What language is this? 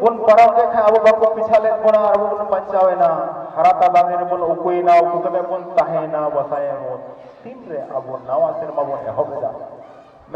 Santali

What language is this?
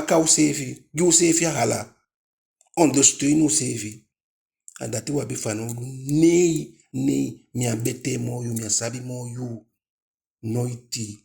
Eastern Maroon Creole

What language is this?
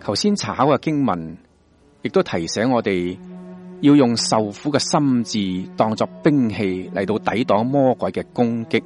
Cantonese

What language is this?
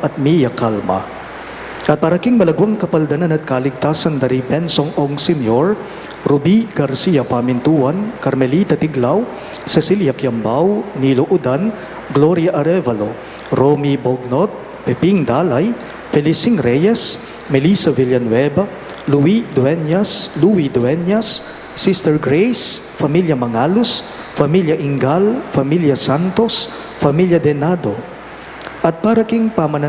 Pampanga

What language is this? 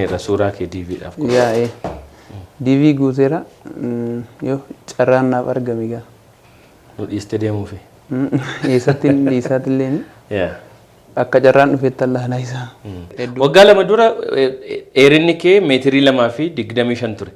Oromo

